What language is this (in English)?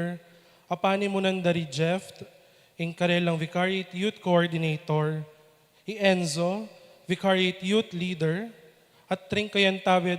Pampanga